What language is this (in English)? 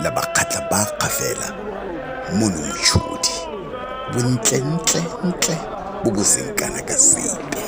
Tswana